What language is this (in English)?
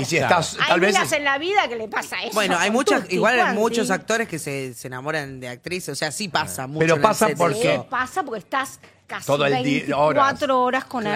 Spanish